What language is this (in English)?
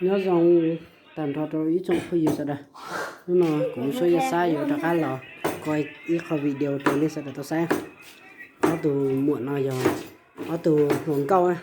Hmong